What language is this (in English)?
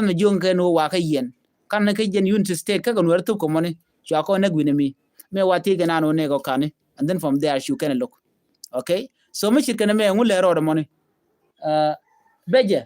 Nuer